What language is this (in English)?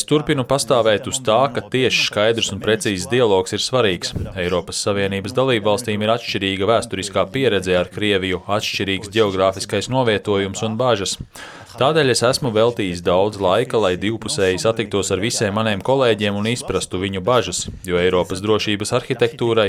Latvian